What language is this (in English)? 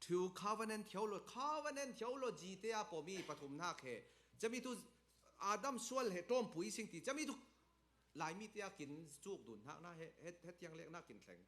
Falam Chin